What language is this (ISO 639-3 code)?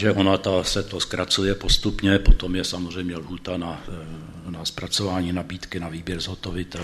ces